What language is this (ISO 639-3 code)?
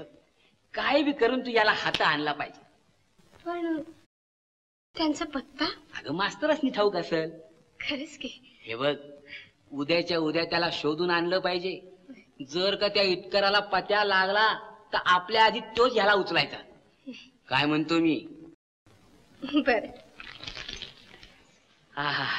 mar